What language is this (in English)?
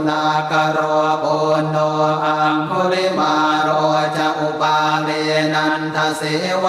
Pali